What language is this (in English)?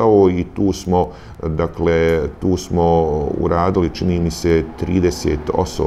Bosnian